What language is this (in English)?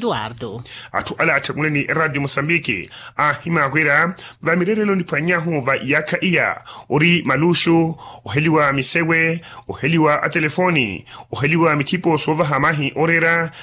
Makhuwa